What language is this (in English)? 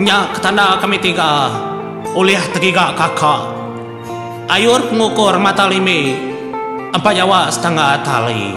Iban